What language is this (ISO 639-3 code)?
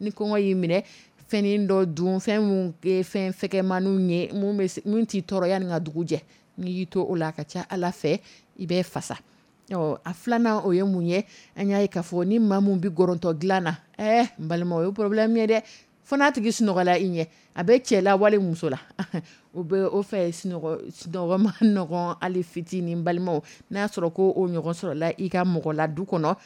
dyu